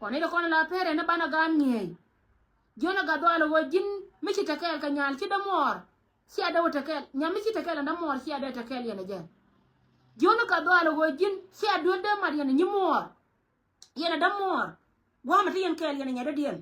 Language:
Nuer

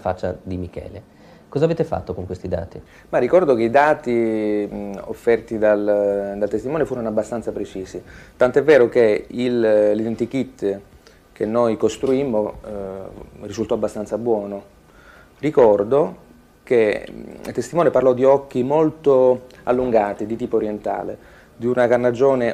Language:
Italian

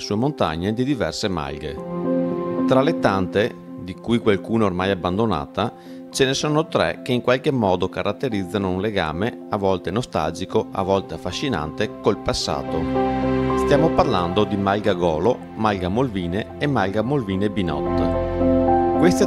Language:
Italian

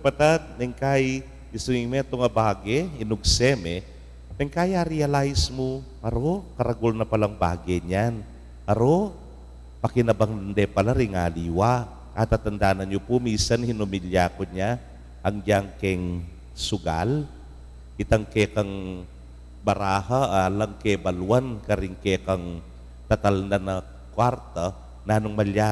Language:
Pampanga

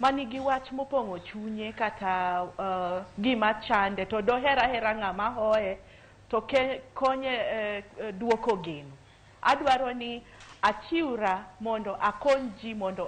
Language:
Luo (Kenya and Tanzania)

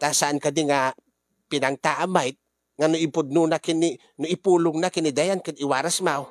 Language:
Iloko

